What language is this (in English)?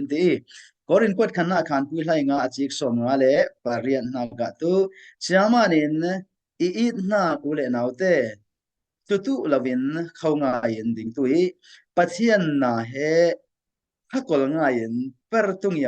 Falam Chin